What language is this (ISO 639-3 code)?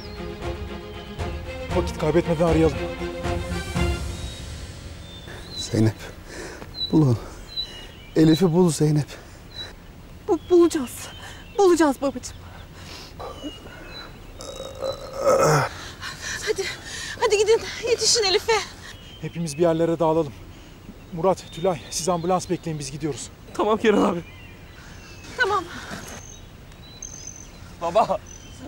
tur